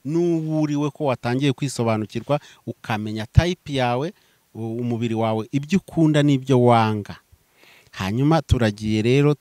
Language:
Kinyarwanda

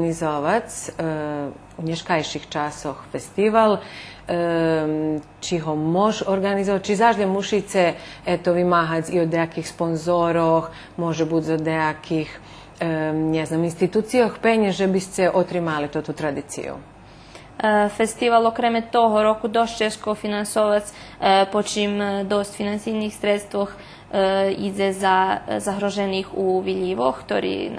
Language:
Rusyn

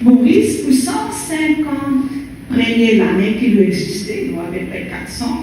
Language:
Morisyen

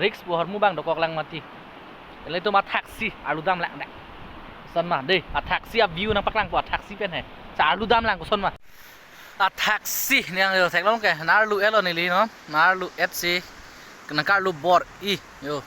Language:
Karbi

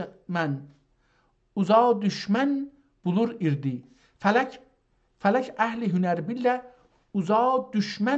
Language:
South Azerbaijani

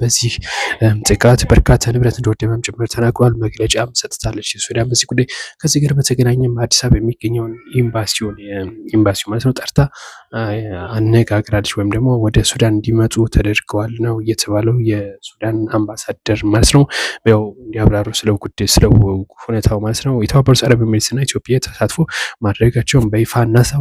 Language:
Amharic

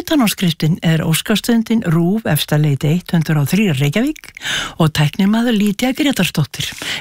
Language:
Icelandic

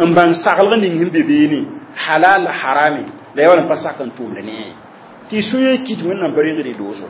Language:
Mossi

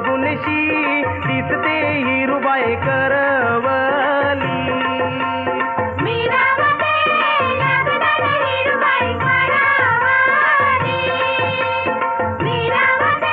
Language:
Marathi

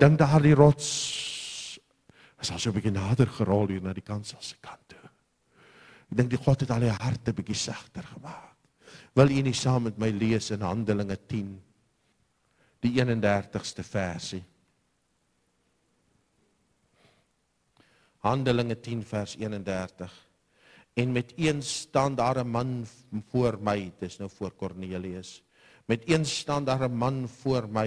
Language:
Afrikaans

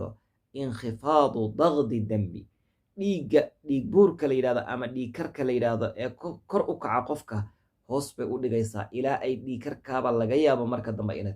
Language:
Somali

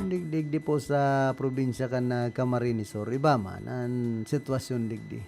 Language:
Bikol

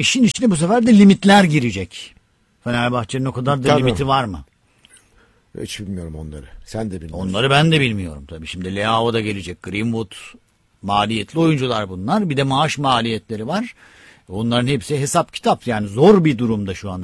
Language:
Turkish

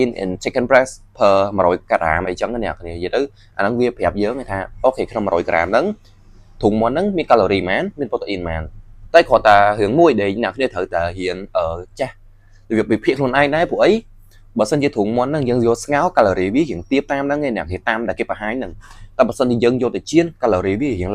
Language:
Khmer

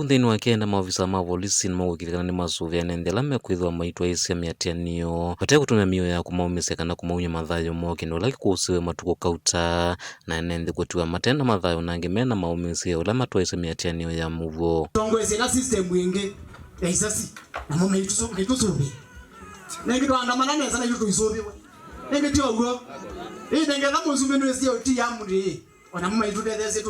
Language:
Kamba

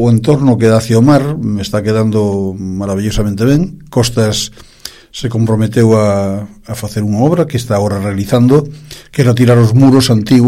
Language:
Galician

